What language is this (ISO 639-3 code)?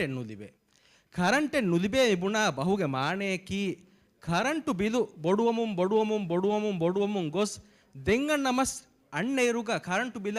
div